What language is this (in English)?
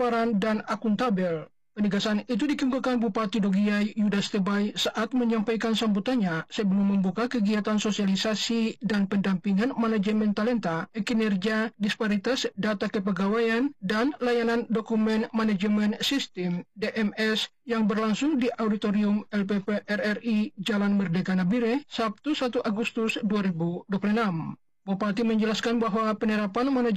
Indonesian